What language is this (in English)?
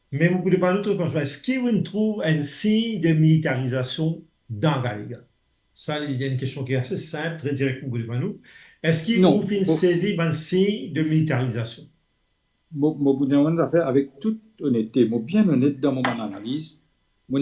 Morisyen